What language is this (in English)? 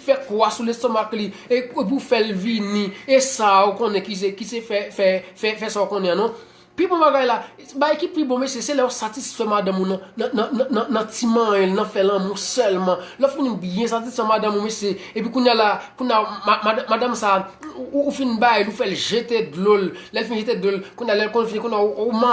Haitian Creole